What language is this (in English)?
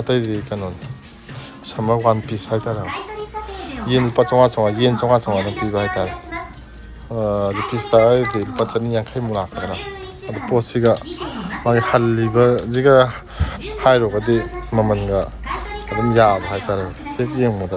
Manipuri